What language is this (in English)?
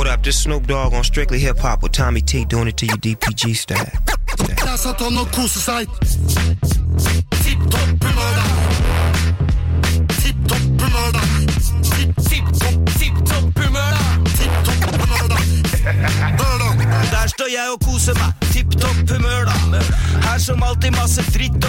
Norwegian